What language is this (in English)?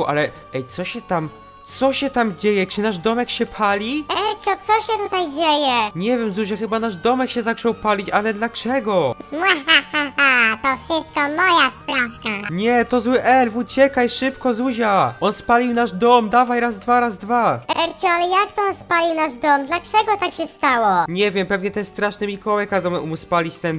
Polish